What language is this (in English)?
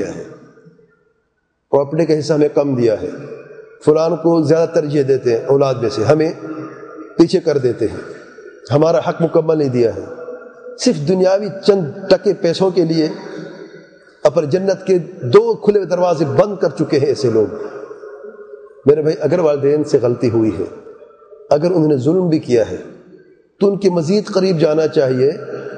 Urdu